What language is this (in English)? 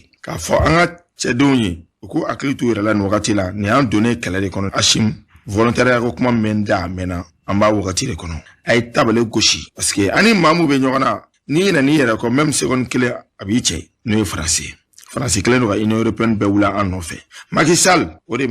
Bambara